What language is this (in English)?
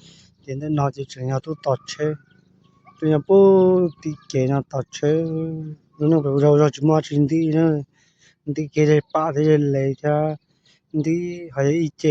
Hmong